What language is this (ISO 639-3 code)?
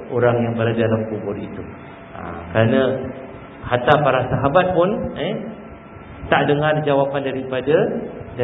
msa